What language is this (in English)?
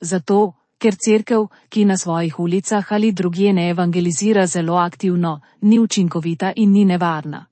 Slovenian